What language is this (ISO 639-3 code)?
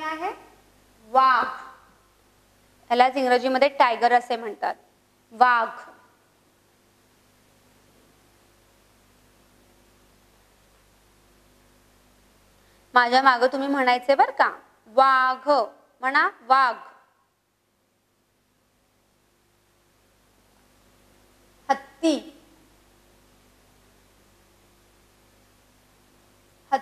mar